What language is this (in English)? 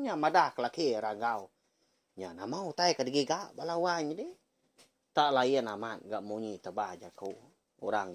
Iban